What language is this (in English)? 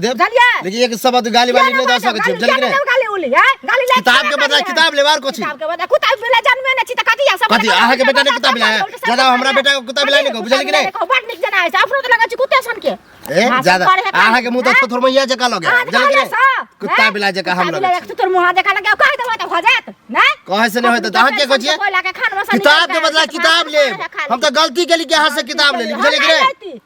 Maithili